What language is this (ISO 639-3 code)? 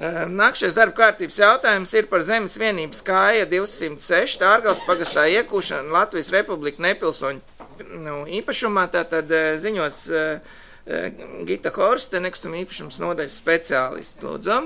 lav